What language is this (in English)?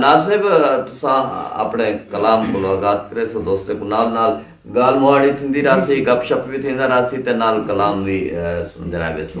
Saraiki